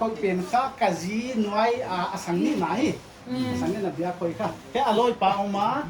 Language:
Paite Chin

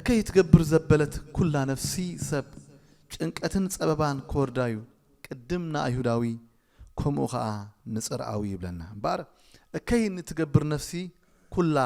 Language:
Tigrinya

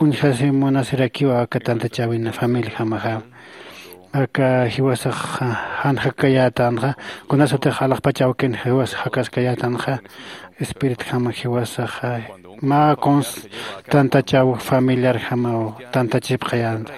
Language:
Aymara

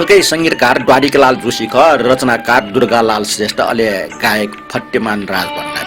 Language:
Newari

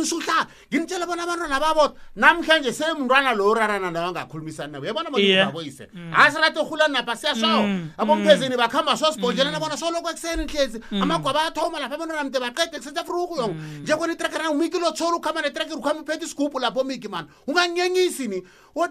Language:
South Ndebele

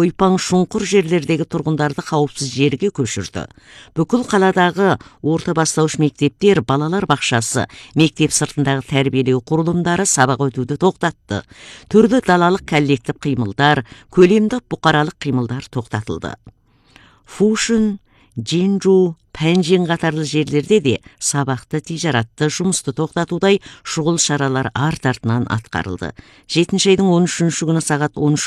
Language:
Kazakh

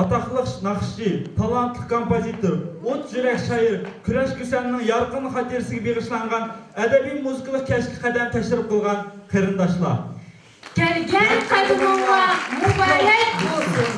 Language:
Uyghur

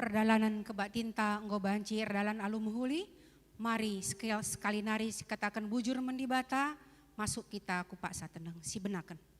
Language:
Batak Karo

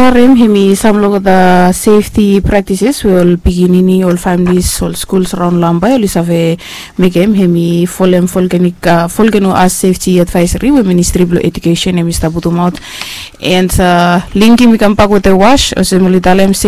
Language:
Bislama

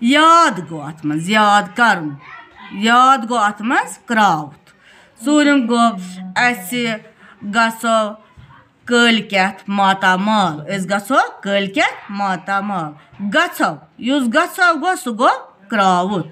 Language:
Kashmiri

